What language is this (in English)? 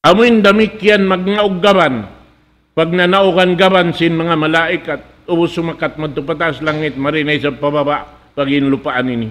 Tausug